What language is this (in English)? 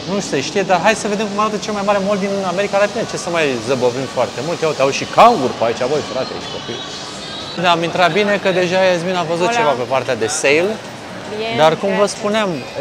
Romanian